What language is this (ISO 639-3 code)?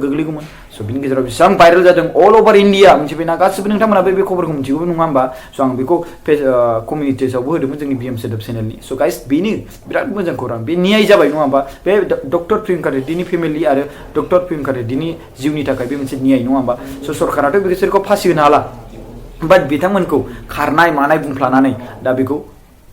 brx